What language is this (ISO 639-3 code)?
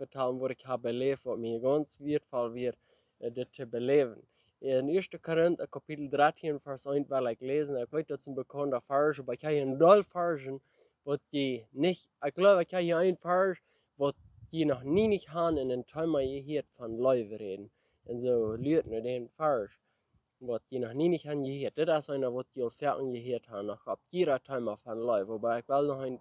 pdt